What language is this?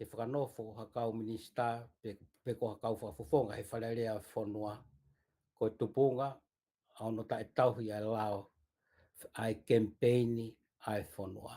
Tongan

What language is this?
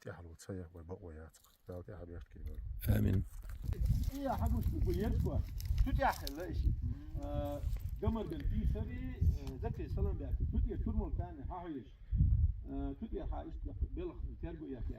Chechen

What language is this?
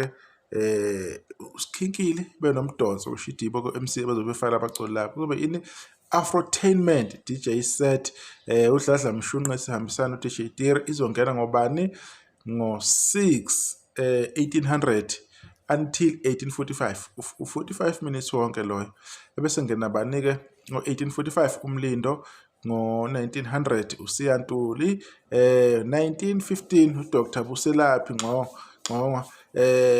Zulu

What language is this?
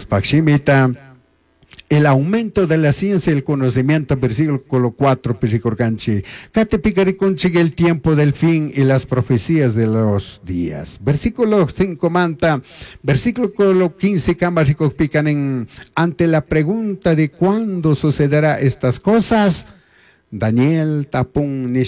Chimborazo Highland Quichua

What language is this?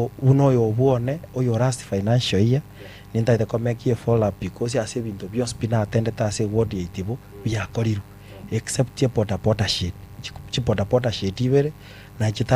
Gusii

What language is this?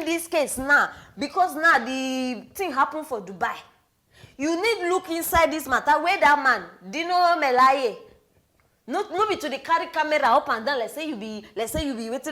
Nigerian Pidgin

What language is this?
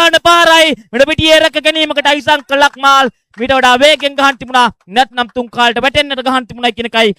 Sinhala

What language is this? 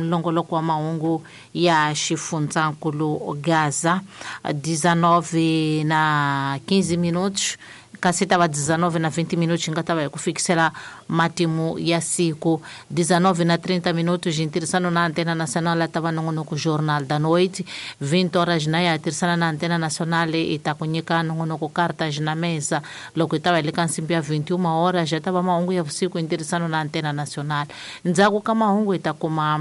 Tsonga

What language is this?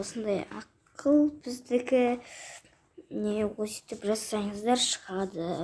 Kazakh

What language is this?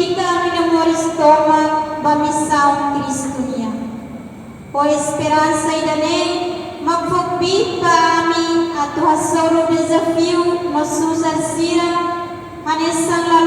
Tetum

